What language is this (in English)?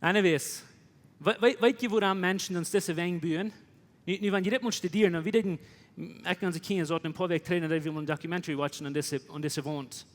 Plautdietsch